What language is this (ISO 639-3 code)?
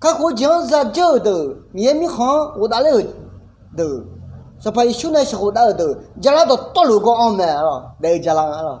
ahk